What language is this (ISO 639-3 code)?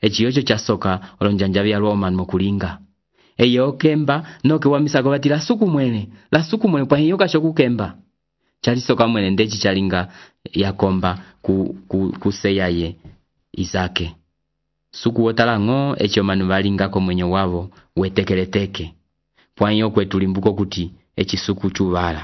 umb